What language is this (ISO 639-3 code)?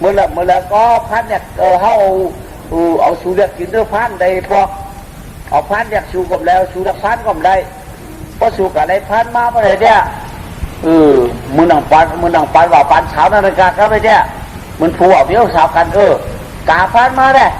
shn